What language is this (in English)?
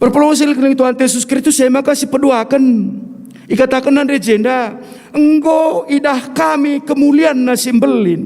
Batak Karo